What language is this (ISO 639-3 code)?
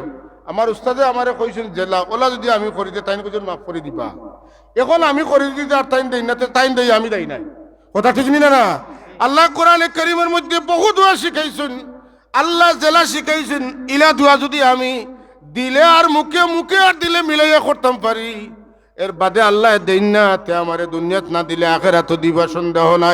syl